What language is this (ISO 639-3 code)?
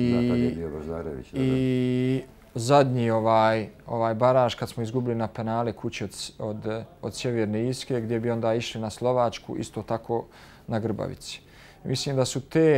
bos